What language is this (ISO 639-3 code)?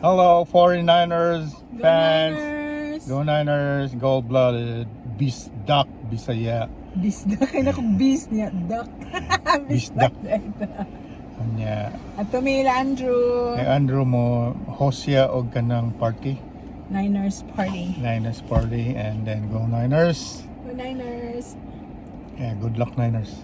ceb